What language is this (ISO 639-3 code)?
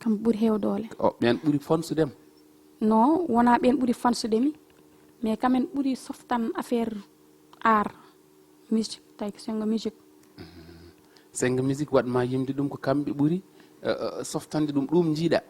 ful